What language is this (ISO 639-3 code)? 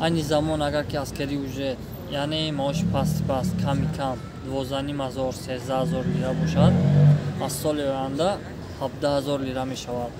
tgk